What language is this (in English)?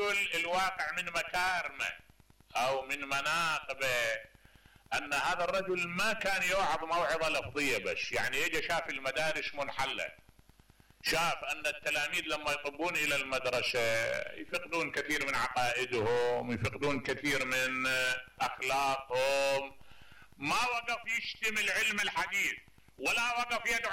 Mesopotamian Arabic